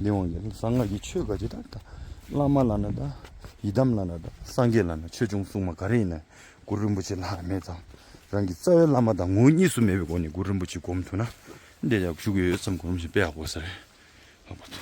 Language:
Tibetan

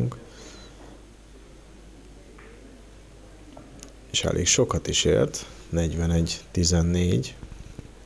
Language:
Hungarian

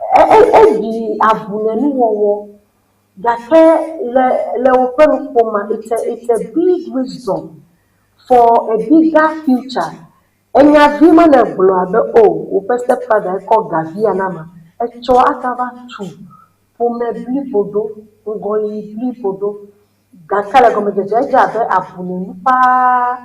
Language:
Ewe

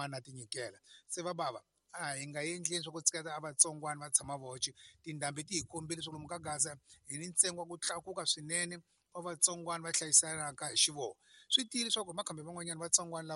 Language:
Tsonga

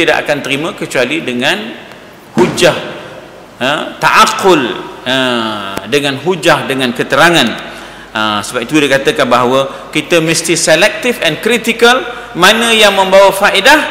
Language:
Malay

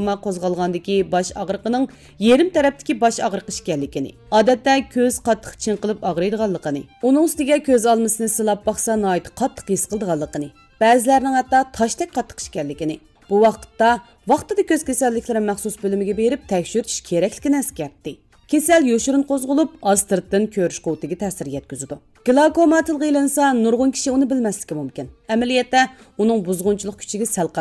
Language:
Uyghur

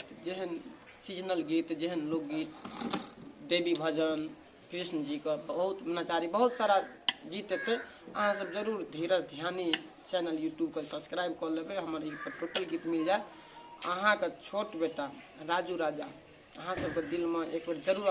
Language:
Maithili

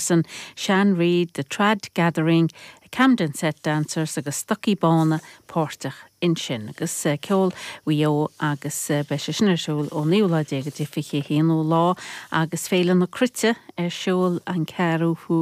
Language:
Irish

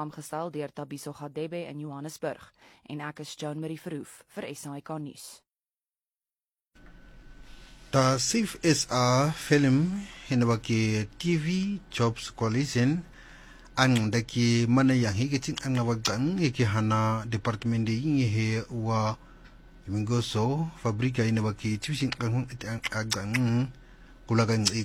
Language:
Afrikaans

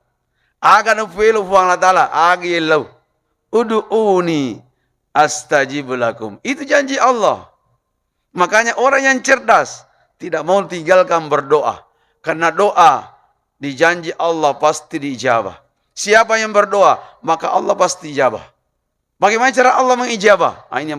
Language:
Buginese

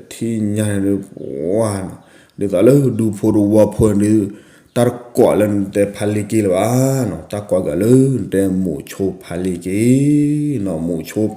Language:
S'gaw Karen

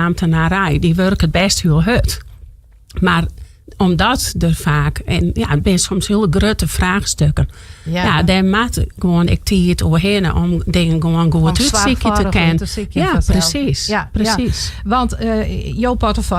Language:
Western Frisian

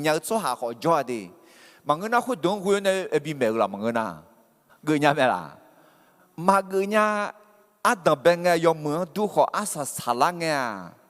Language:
Akha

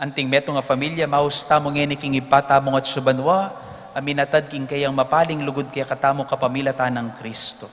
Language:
Pampanga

